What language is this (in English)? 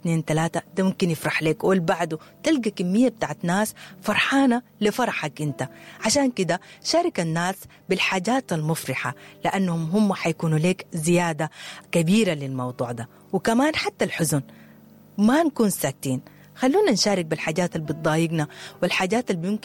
Sudanese Arabic